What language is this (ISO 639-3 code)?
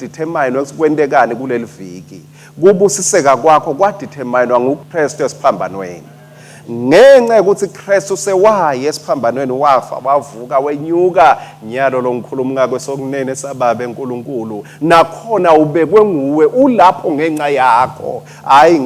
ssw